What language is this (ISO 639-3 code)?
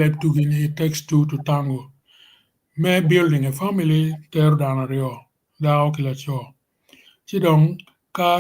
ach